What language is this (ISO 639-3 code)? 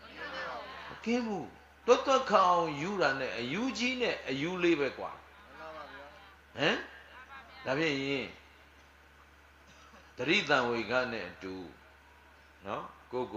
mya